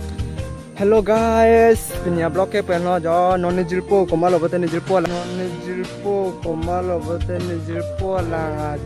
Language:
Karbi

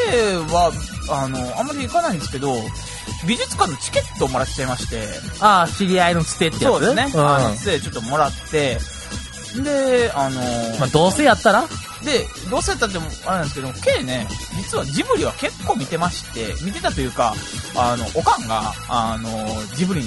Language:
Japanese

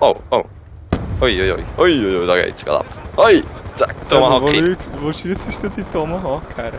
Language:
Swiss German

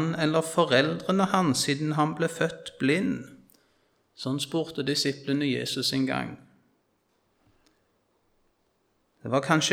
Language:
Norwegian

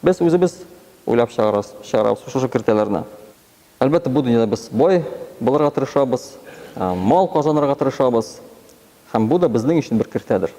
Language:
Tatar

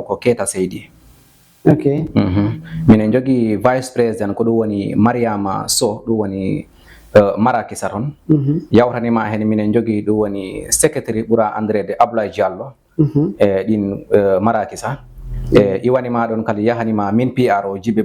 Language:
Fula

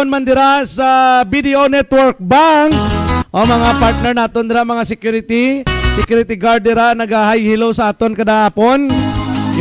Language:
Hiligaynon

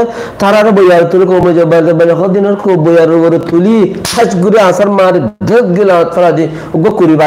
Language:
Rohingya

